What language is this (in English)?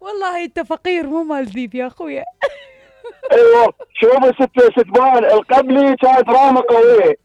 Mesopotamian Arabic